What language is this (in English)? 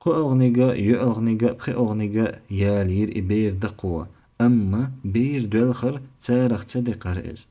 Chechen